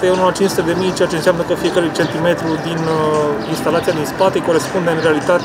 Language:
Romanian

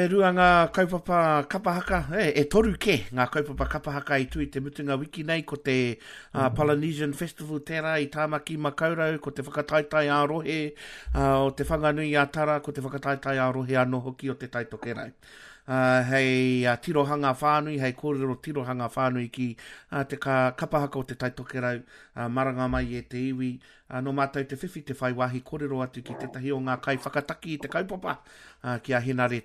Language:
Māori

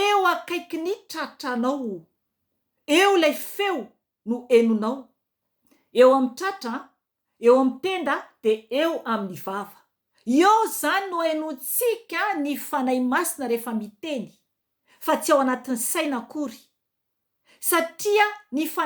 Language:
Malagasy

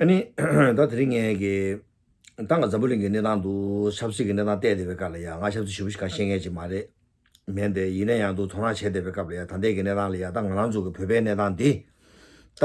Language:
Tibetan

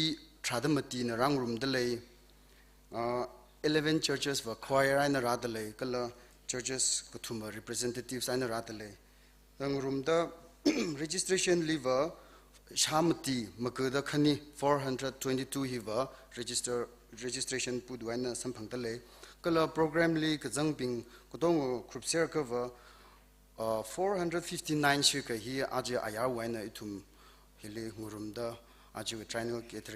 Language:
Tangkhul Naga (India)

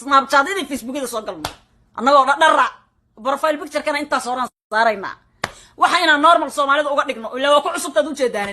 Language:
Somali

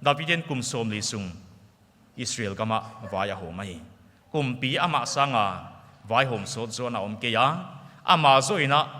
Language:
Paite Chin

